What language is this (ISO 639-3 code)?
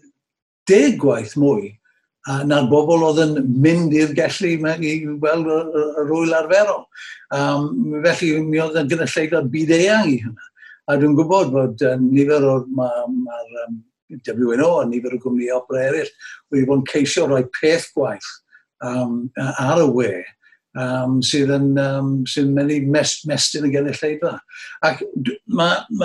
cym